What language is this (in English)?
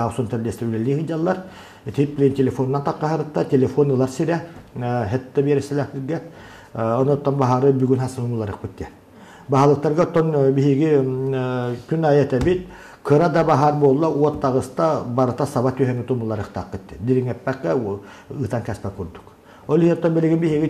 Yakut